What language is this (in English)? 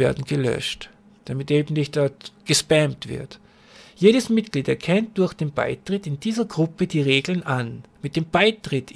German